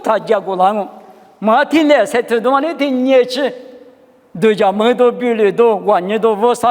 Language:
Lisu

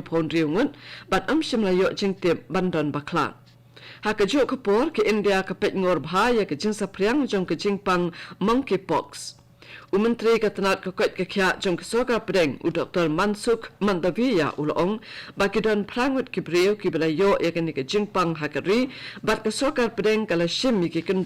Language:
Khasi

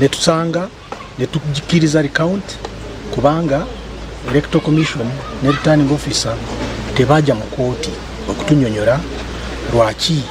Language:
Ganda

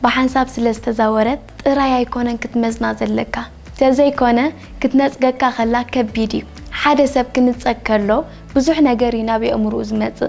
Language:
Tigrinya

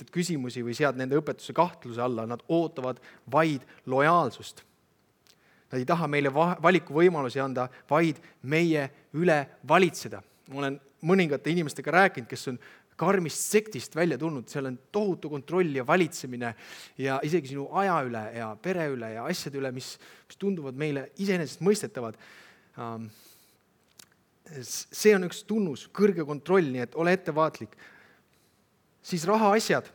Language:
Estonian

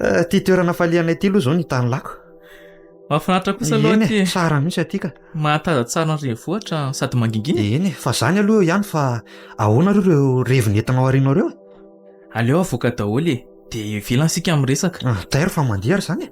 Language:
Malagasy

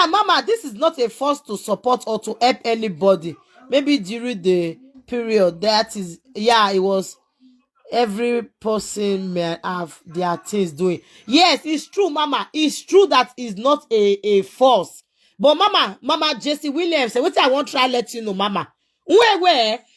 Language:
Nigerian Pidgin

